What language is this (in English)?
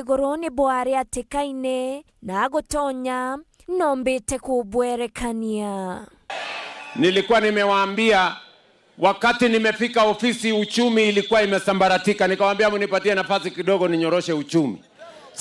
Meru